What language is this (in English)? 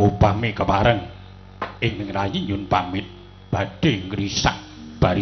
Javanese